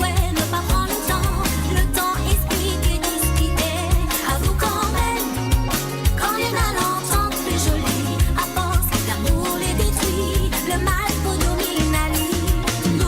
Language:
Morisyen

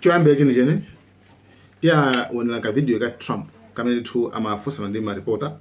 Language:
Nyanja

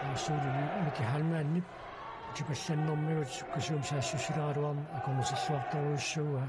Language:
Kalaallisut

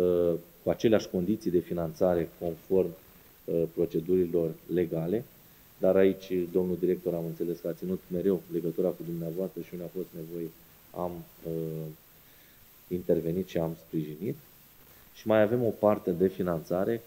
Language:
Romanian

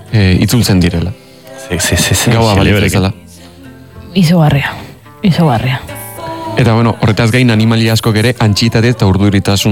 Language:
Basque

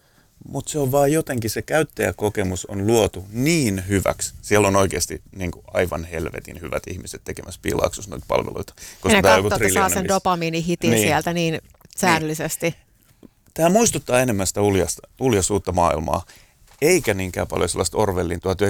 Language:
Finnish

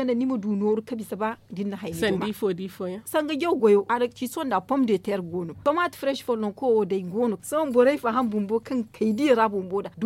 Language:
Zarma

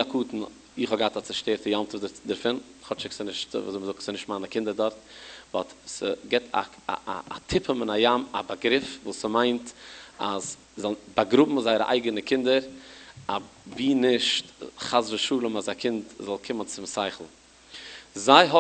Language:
Yiddish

